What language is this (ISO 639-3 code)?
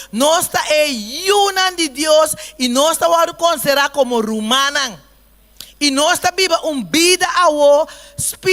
pap